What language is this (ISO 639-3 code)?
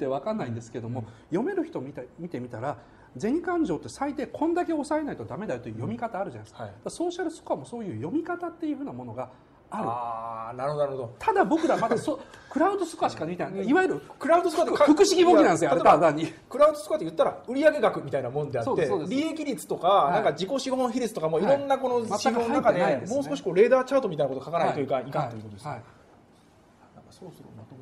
jpn